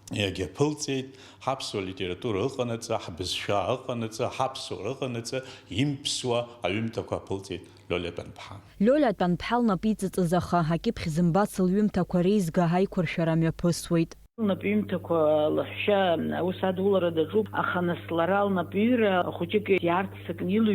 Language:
Abkhazian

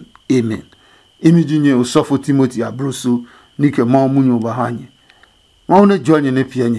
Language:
Adangme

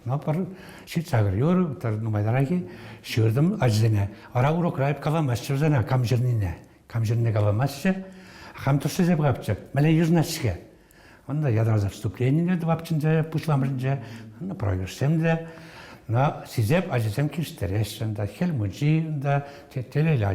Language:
Chuvash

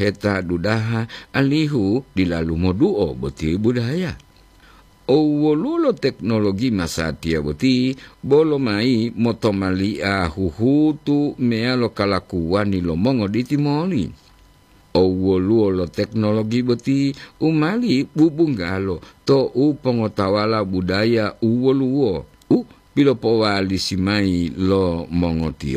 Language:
Gorontalo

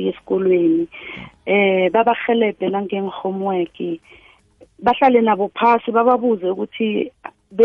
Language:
South Ndebele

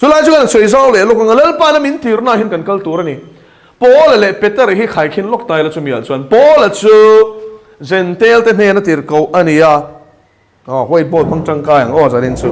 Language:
Mizo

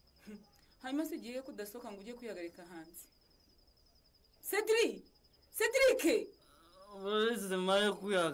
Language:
Kinyarwanda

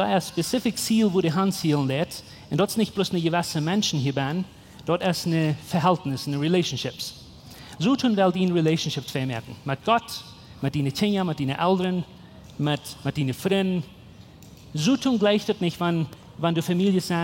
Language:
Plautdietsch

